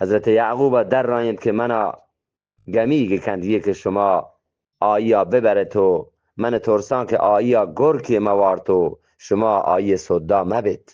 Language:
Eastern Balochi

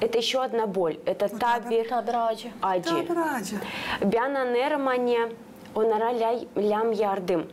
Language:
Gagauz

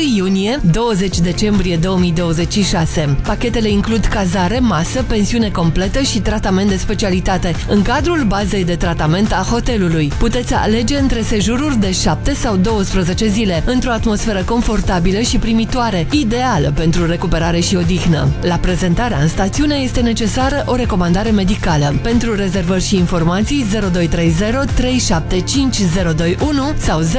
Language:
Romanian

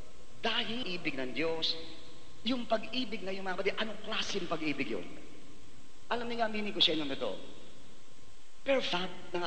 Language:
Filipino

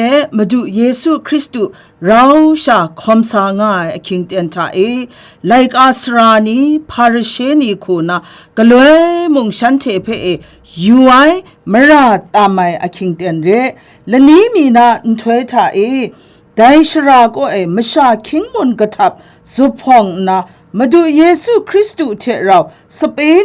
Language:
Kachin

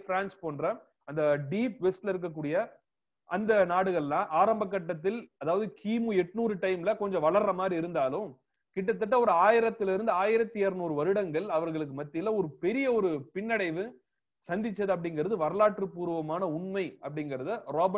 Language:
Tamil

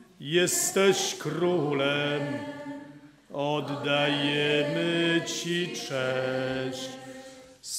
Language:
Polish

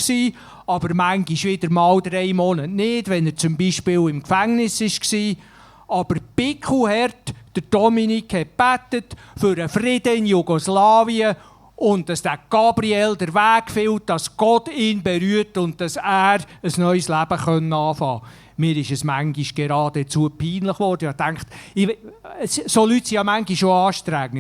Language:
Swiss German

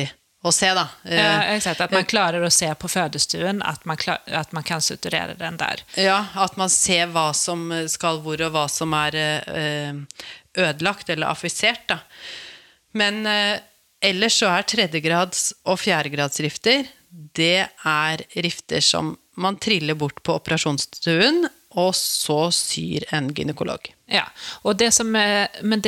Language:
Norwegian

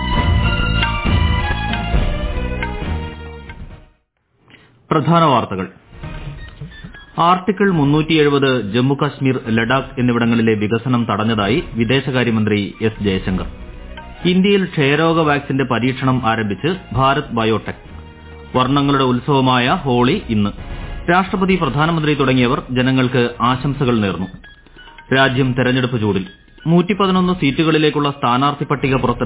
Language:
Malayalam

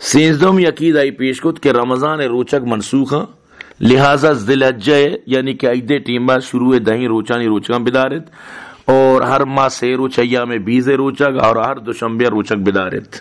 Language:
Baluchi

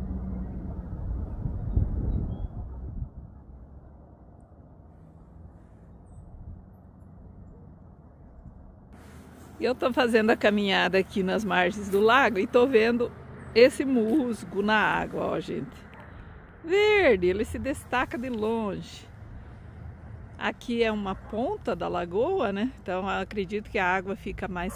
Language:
Portuguese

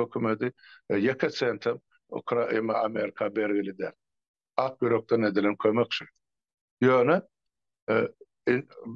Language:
Turkmen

